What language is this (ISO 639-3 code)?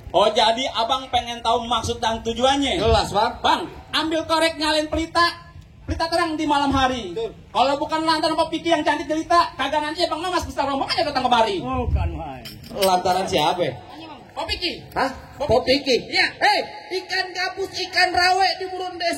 bew